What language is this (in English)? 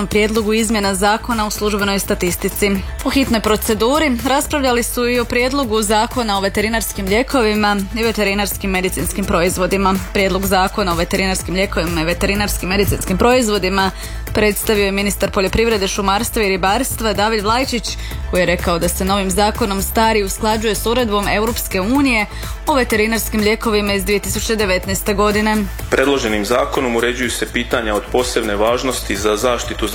Croatian